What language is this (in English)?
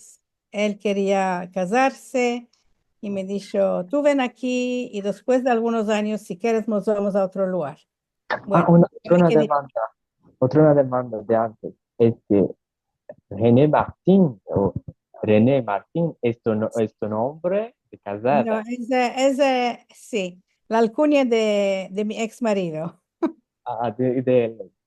Ladino